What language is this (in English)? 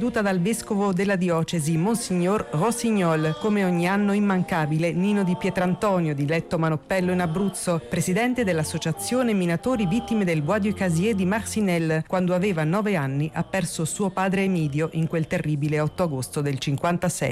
Italian